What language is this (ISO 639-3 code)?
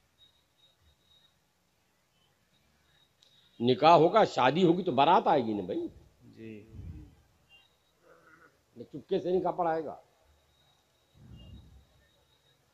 urd